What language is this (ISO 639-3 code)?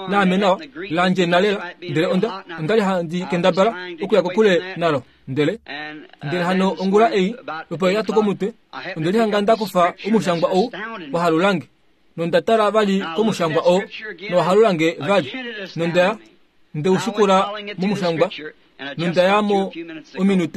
kua